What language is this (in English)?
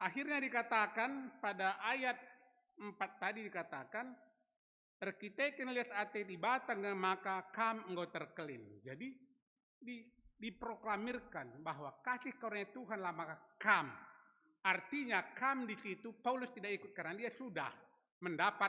Batak Karo